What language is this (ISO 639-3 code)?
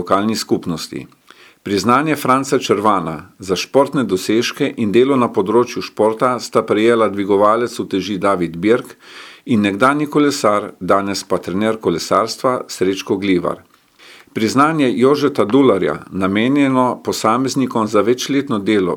slv